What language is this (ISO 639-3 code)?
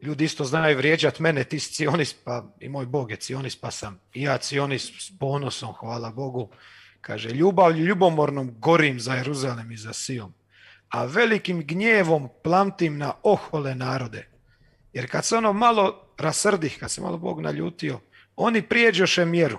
hrv